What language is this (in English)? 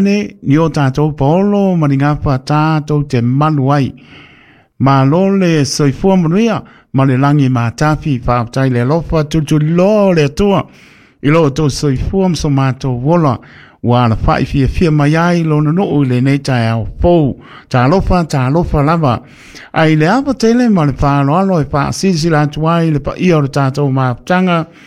Samoan